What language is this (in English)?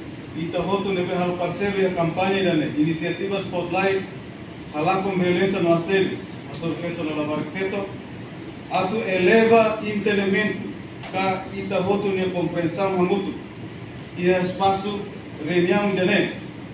Tetum